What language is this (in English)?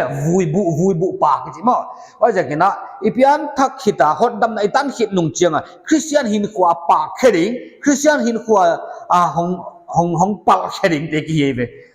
Paite Chin